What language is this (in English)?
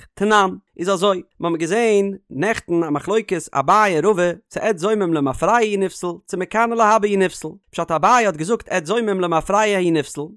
Yiddish